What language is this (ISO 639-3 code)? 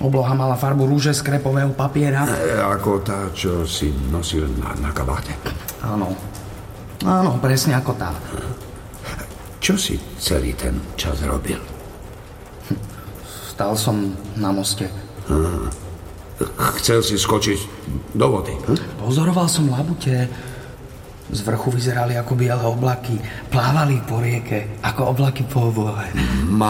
slk